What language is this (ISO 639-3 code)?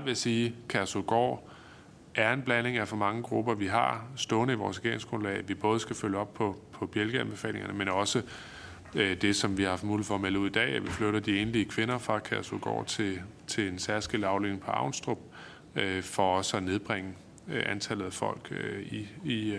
dan